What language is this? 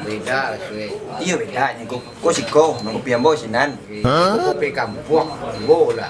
Minangkabau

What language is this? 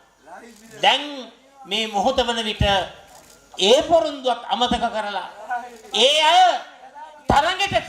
Sinhala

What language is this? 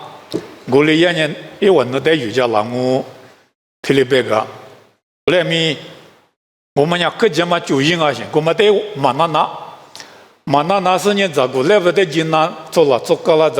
Lisu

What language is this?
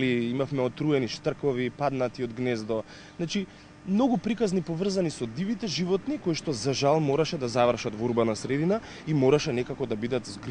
Macedonian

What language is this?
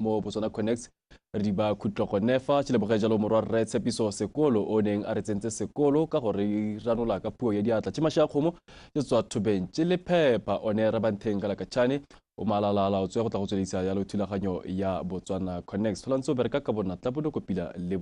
Tswana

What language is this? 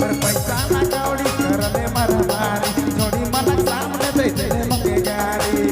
Sadri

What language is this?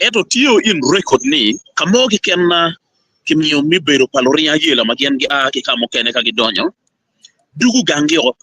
Acoli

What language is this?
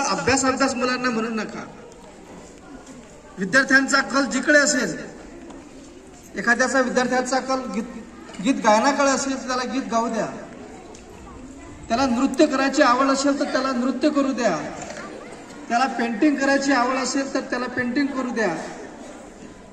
Marathi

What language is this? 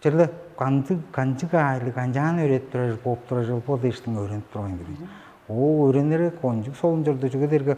Tuvinian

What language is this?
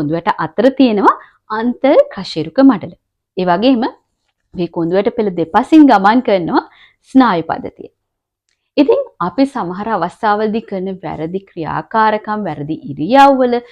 Sinhala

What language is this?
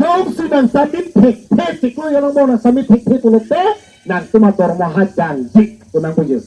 Karbi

